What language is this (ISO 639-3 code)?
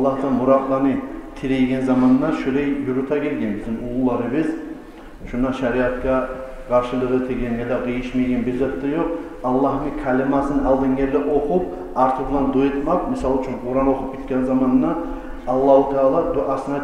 kum